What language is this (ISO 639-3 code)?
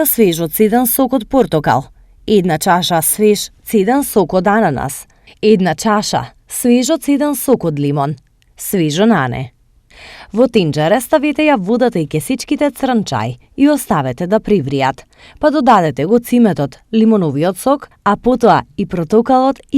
mkd